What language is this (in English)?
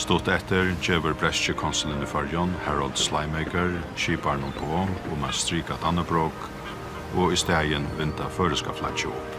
Faroese